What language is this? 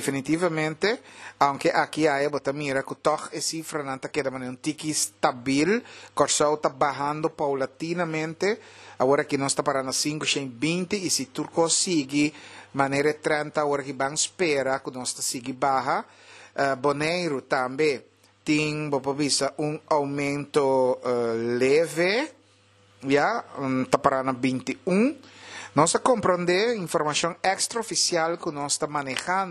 Papiamento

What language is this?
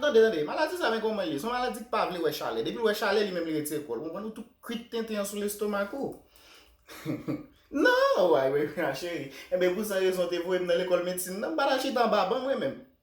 Haitian Creole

